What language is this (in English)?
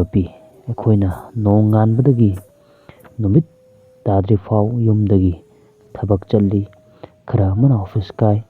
Manipuri